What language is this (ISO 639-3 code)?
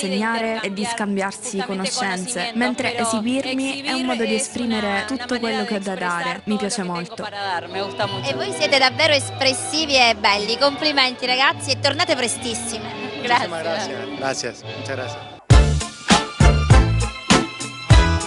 ita